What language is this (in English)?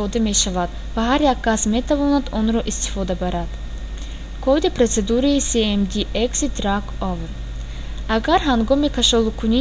Tajik